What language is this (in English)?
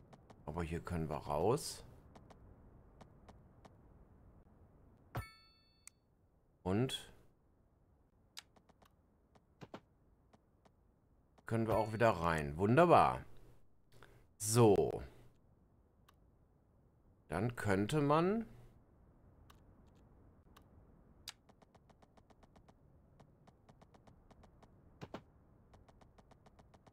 German